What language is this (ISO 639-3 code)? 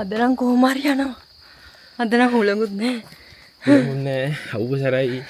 sin